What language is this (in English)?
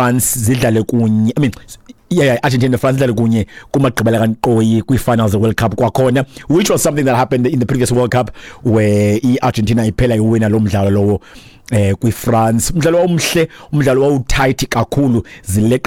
Xhosa